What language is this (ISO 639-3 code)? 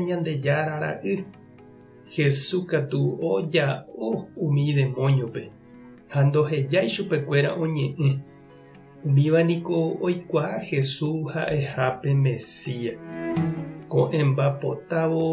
grn